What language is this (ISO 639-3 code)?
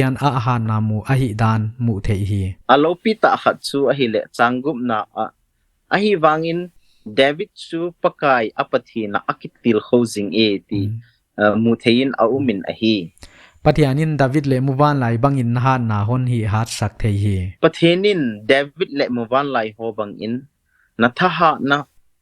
pck